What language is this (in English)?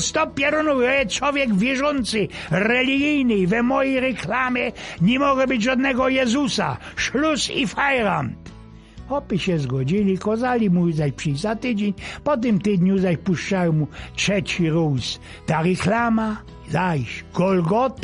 Silesian